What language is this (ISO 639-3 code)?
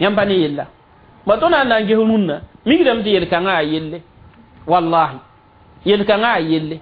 mos